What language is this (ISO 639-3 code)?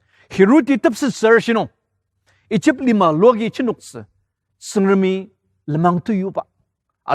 njo